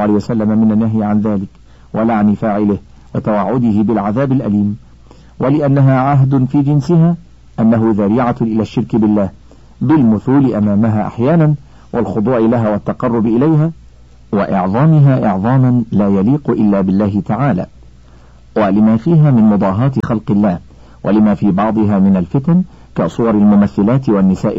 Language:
Arabic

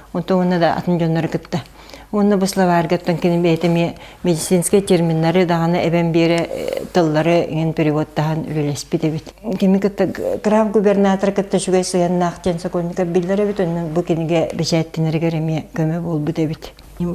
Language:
Yakut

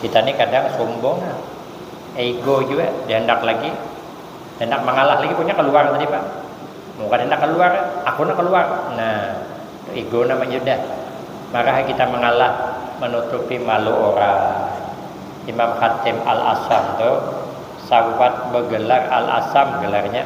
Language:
Banjar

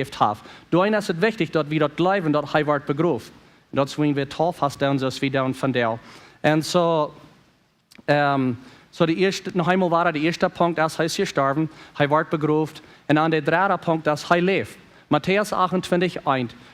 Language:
Plautdietsch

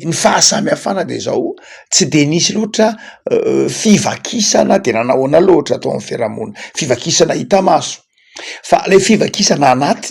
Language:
Malagasy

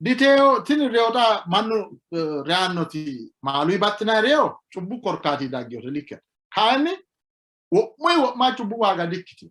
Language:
Sidamo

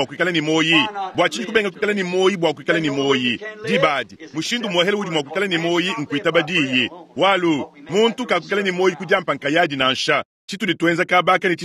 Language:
Luba-Lulua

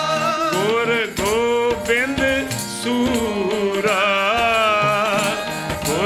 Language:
Punjabi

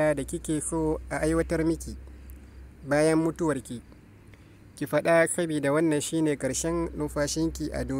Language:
Hausa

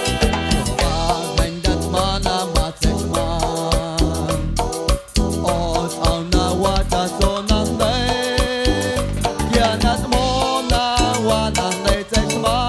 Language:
Guerrero Amuzgo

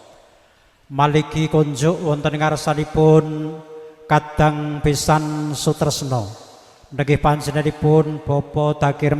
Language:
Javanese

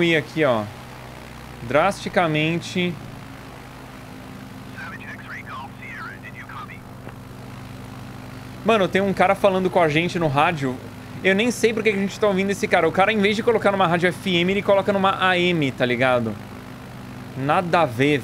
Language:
Portuguese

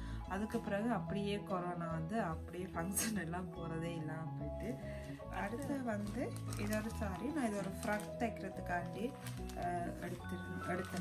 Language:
Tamil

